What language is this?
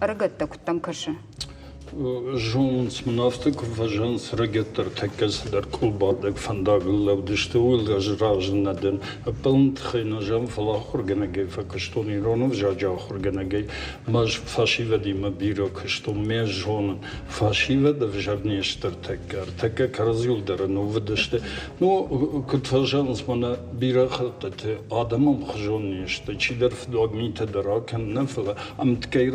Ossetic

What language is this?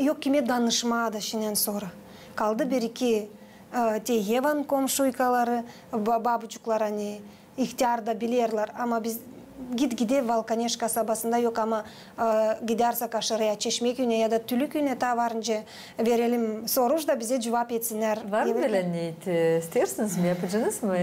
Gagauz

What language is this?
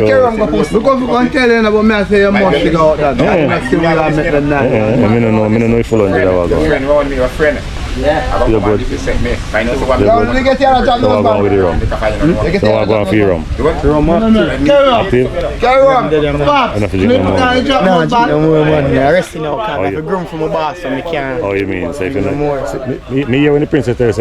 Jamaican Creole English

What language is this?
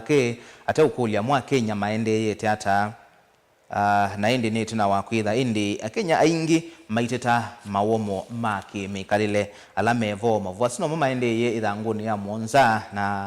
Kamba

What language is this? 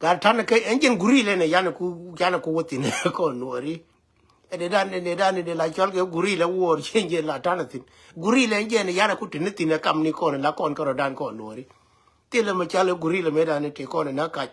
Nuer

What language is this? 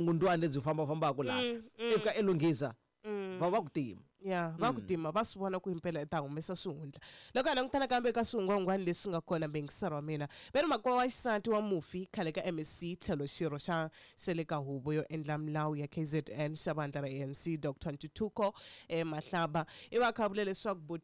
Tsonga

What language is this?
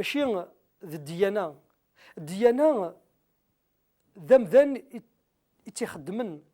Kabyle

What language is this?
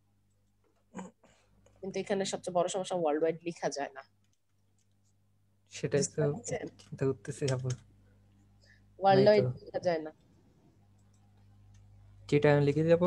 Bangla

